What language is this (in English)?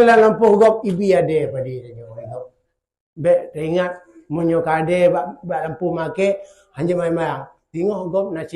Achinese